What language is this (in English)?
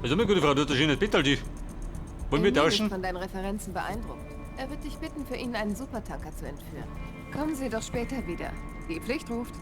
Bavarian